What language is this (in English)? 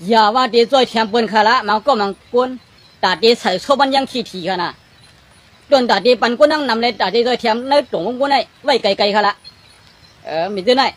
Shan